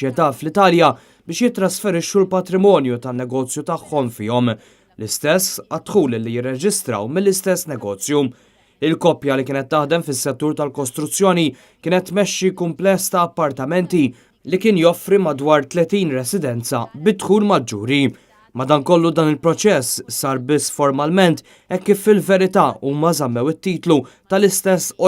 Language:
Maltese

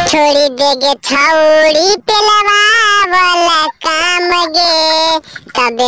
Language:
Magahi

